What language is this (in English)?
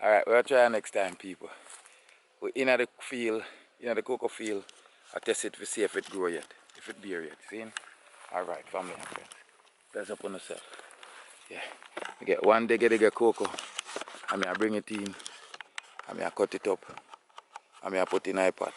Jamaican Creole English